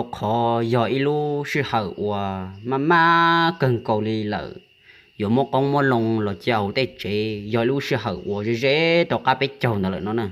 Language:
Hmong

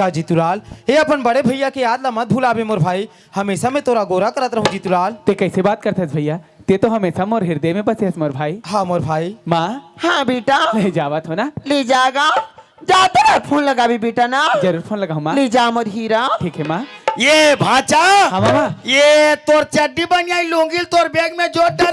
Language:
Chhattisgarhi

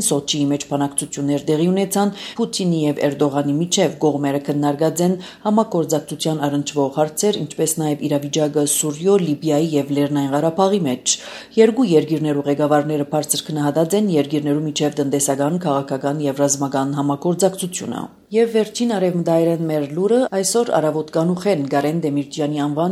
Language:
Armenian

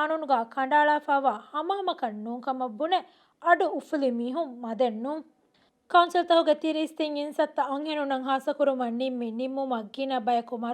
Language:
Divehi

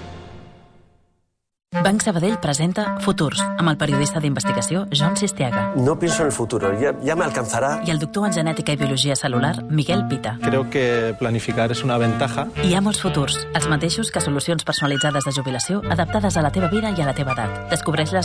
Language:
Catalan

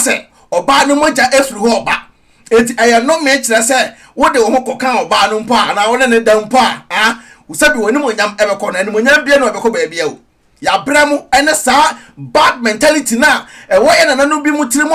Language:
Akan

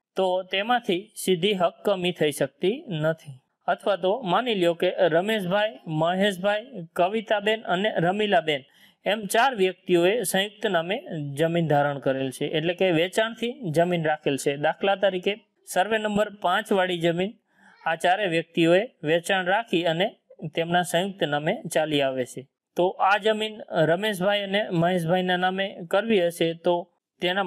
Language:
Gujarati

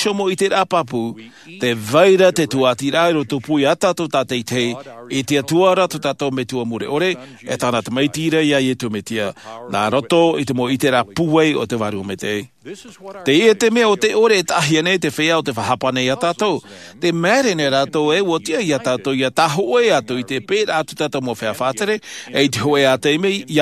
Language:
Tahitian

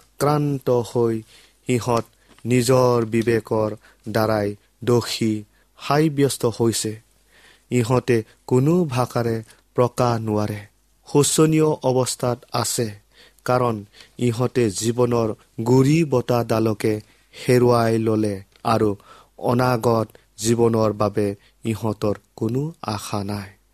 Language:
Assamese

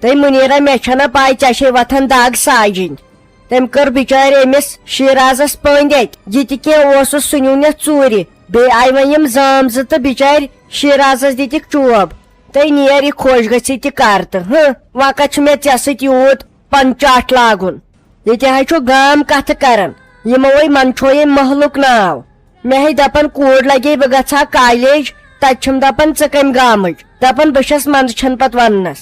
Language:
Kashmiri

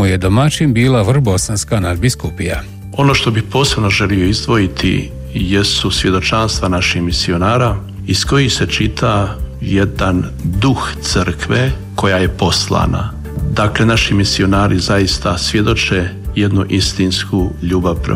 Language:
Croatian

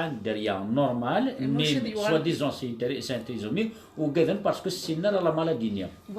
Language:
Kabyle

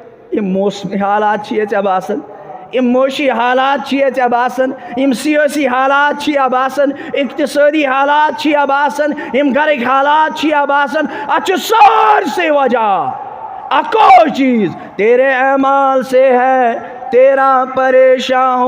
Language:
Kashmiri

